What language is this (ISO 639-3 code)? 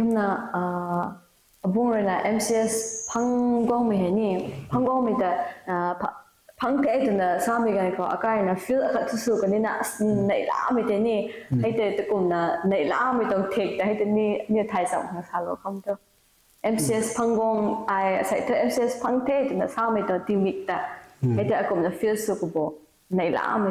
nbu